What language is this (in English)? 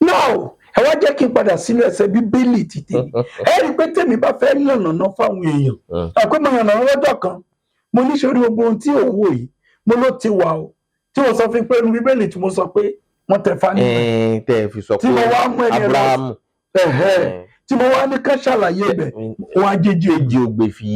Yoruba